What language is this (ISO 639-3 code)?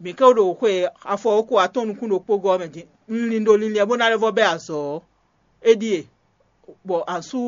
fon